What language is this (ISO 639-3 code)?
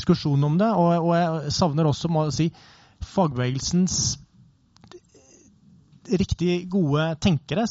nor